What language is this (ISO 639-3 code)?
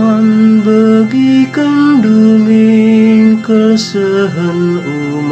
btx